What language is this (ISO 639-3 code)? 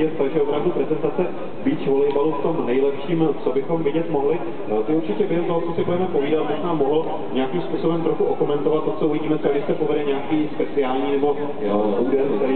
ces